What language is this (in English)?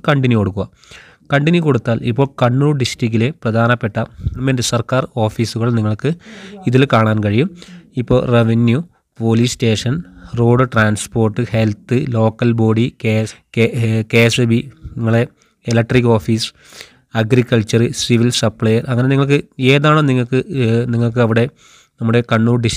Malayalam